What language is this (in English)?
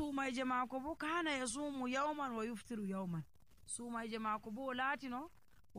Nigerian Fulfulde